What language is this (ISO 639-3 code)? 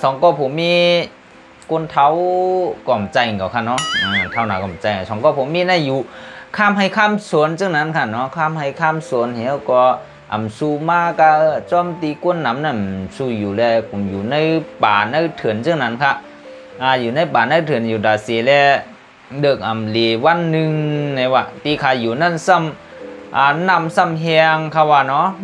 shn